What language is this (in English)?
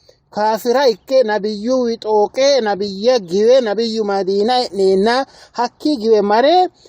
Sidamo